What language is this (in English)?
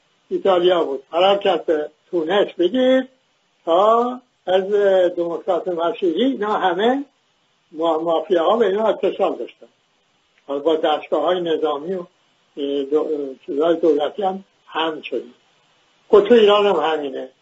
Persian